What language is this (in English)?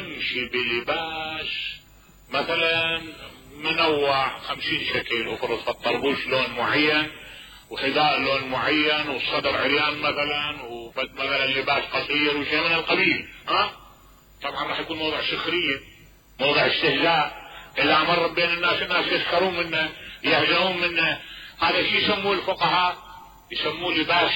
Mesopotamian Arabic